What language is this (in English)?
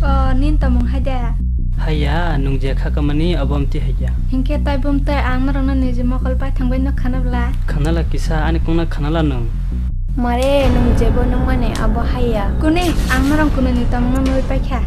Kok Borok